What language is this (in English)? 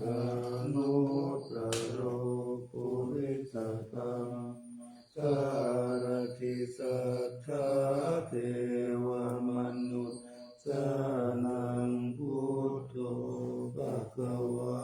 Pali